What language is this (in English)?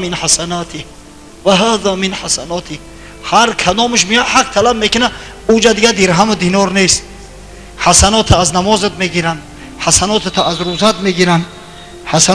Tajik